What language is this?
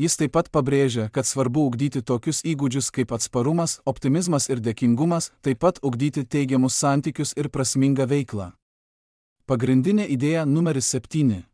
Lithuanian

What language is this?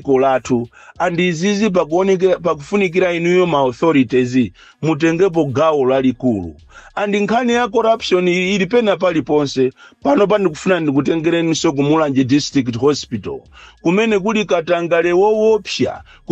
Nyanja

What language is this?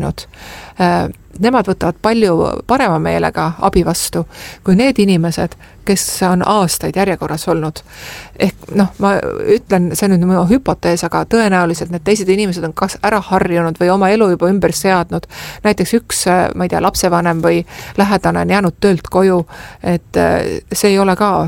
Estonian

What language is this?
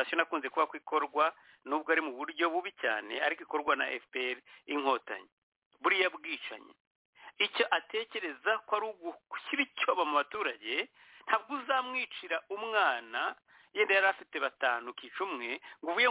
Kinyarwanda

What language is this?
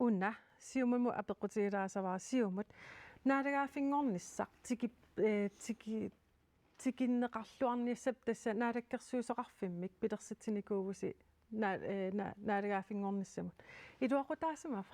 Kalaallisut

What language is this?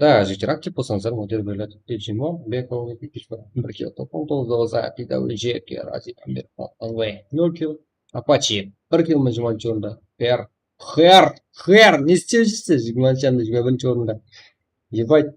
Kara-Kalpak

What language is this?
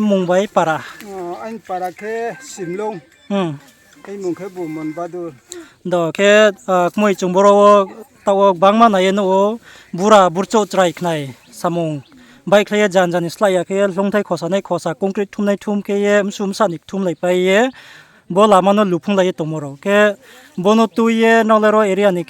Riang (India)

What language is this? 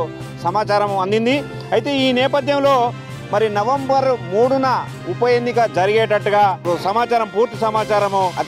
Telugu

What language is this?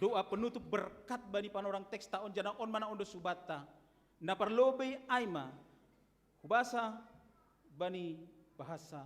Batak Simalungun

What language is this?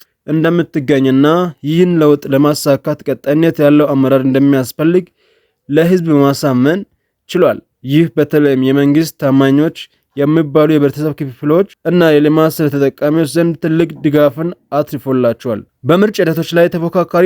Amharic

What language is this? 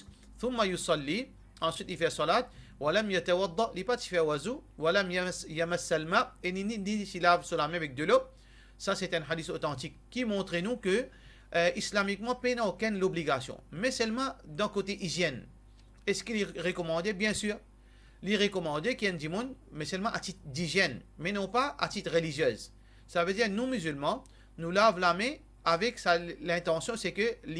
Morisyen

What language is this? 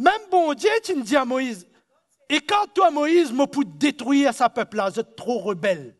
Morisyen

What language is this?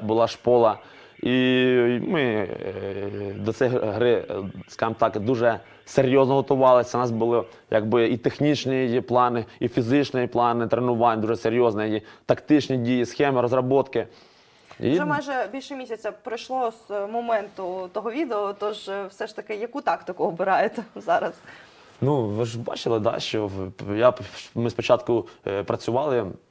Ukrainian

